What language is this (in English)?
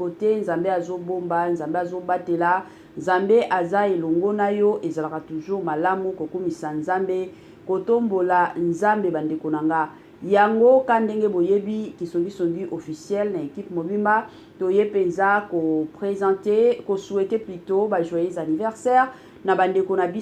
Lingala